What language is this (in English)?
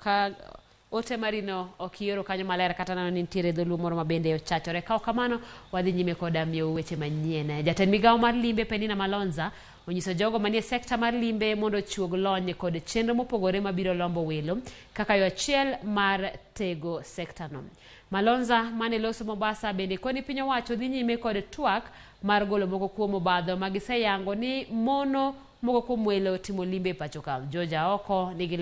Luo (Kenya and Tanzania)